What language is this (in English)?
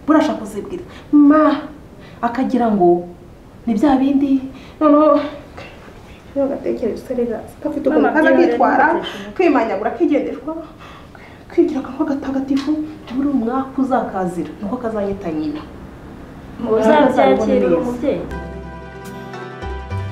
Kinyarwanda